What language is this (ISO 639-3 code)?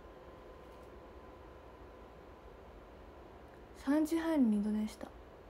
jpn